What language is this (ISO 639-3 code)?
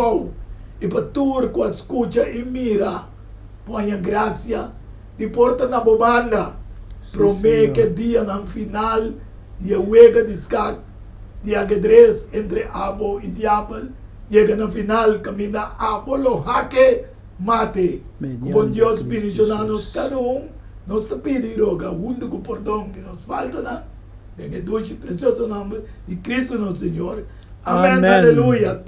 pap